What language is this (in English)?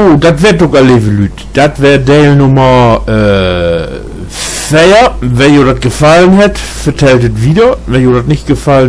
Low German